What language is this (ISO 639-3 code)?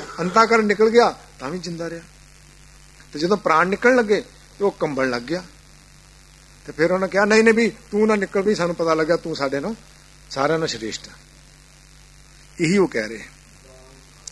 pan